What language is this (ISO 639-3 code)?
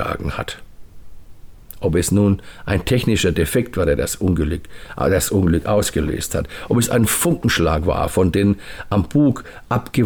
deu